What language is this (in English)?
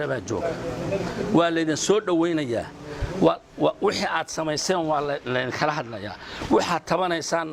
Somali